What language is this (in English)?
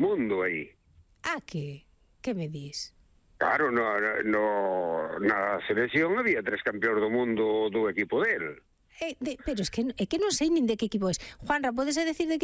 Galician